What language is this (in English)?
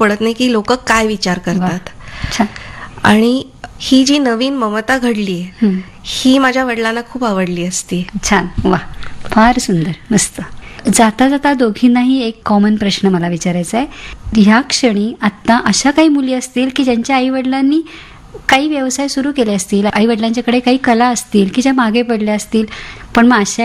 Marathi